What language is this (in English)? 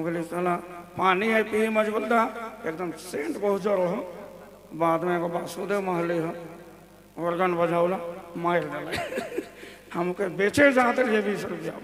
Sadri